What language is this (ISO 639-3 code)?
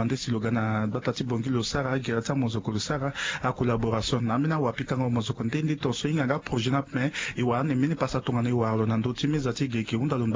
sag